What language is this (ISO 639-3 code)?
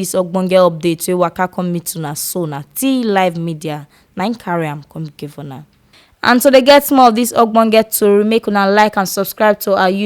pcm